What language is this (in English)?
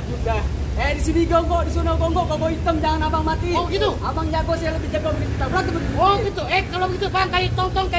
Betawi